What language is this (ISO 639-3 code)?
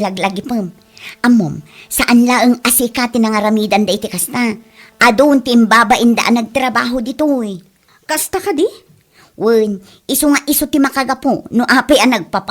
ilo